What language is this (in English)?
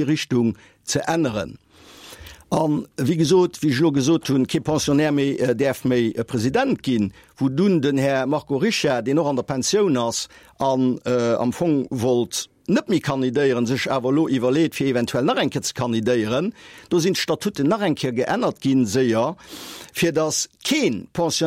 Luxembourgish